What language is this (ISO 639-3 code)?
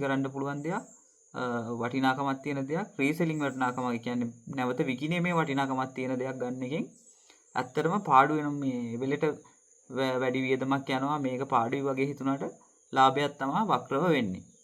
sin